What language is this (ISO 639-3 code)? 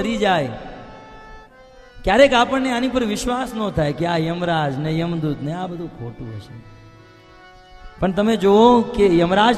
guj